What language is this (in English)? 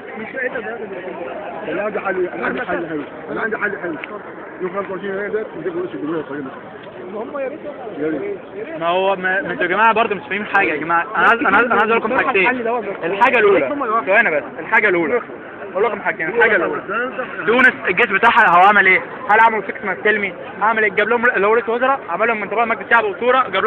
Egyptian Arabic